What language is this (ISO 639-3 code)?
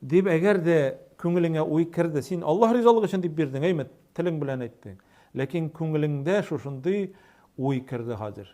tat